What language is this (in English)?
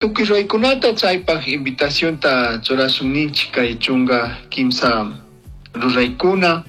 Chimborazo Highland Quichua